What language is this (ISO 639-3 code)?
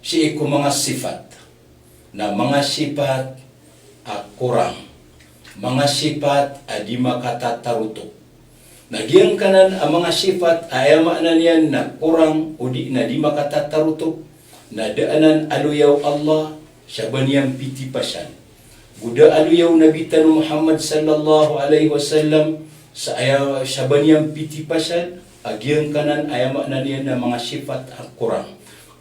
mrw